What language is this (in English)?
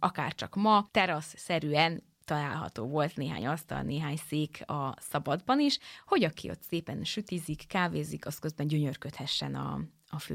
Hungarian